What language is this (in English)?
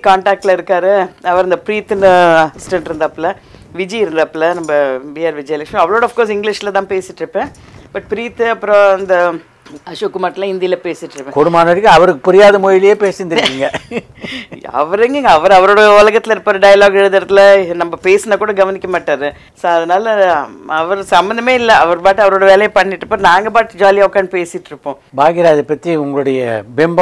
Tamil